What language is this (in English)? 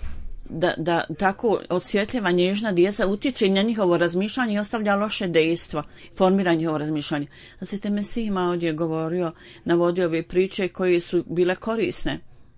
Bosnian